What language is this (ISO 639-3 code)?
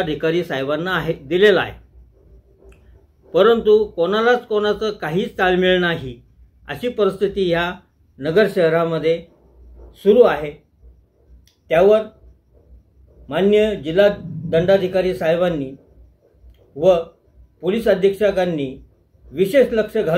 mar